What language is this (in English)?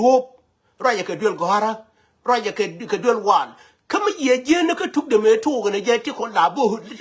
Nuer